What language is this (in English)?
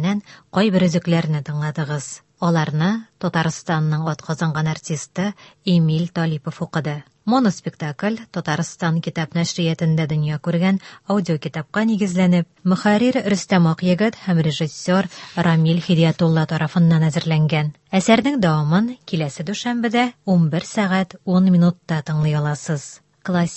Tatar